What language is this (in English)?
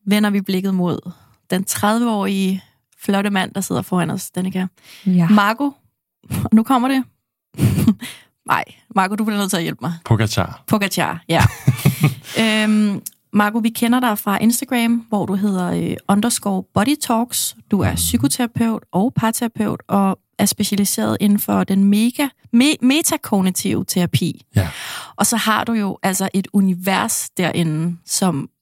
Danish